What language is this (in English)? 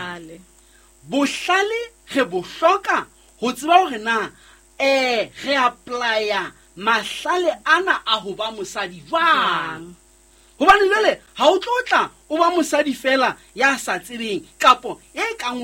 Southern Sotho